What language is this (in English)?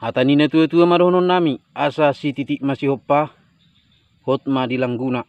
Batak Toba